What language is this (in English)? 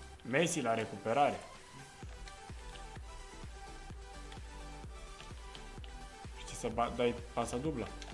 Romanian